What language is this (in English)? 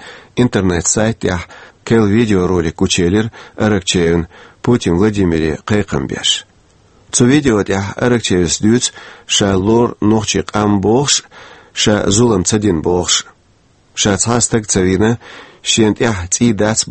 Chechen